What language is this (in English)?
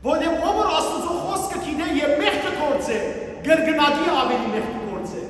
Western Armenian